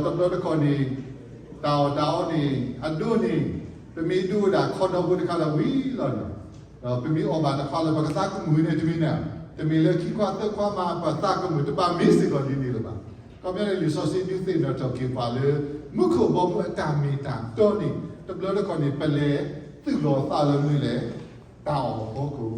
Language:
S'gaw Karen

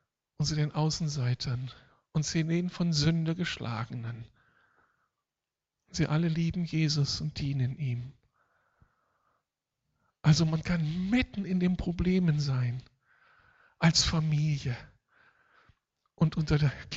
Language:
German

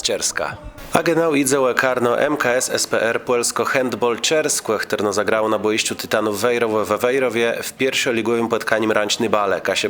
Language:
Kashubian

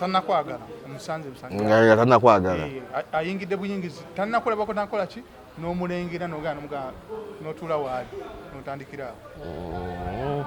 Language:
Ganda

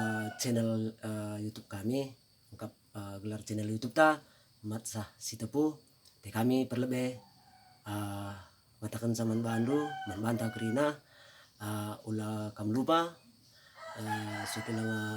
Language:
Batak Karo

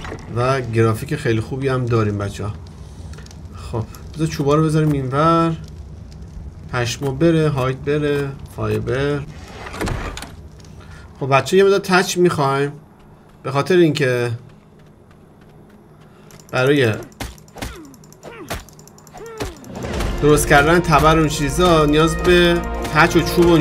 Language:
Persian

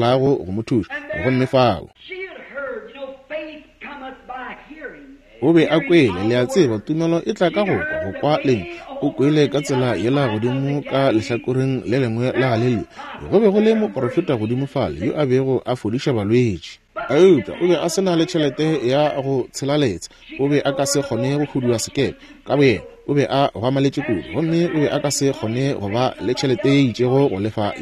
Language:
Northern Sotho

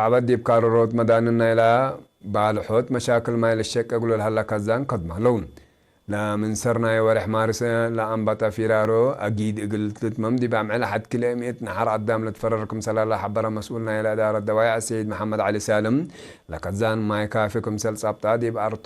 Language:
Tigre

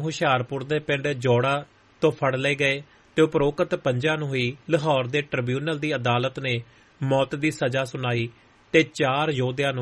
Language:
Punjabi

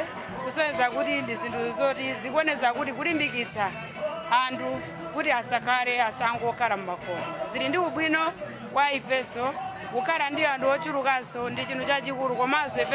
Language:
Nyanja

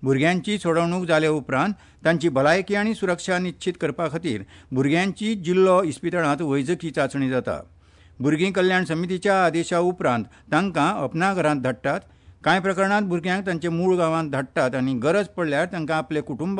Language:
Konkani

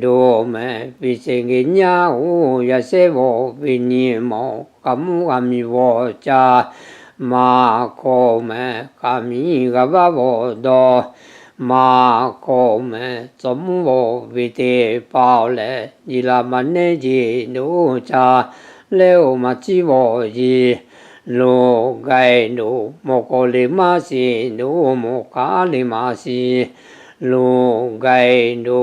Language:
Lahu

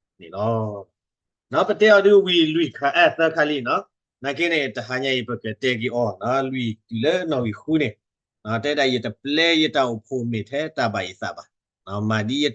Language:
S'gaw Karen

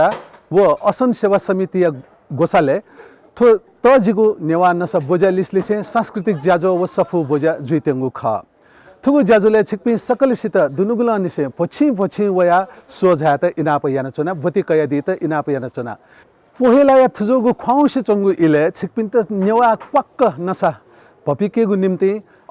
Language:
Newari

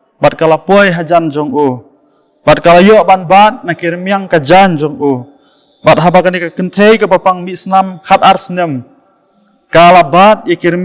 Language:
Khasi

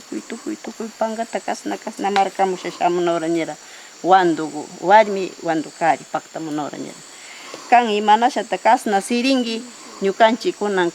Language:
Northern Pastaza Quichua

